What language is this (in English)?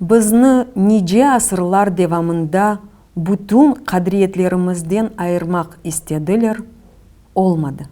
Crimean Tatar